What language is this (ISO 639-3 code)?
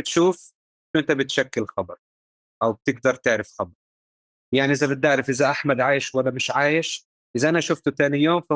apc